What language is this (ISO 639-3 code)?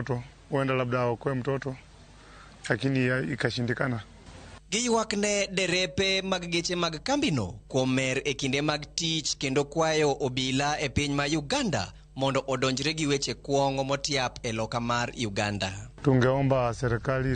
luo